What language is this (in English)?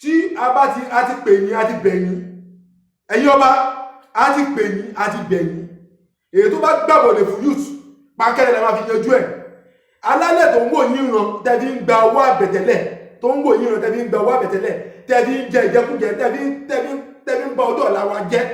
Yoruba